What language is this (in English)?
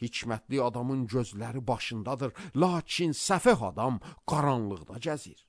Azerbaijani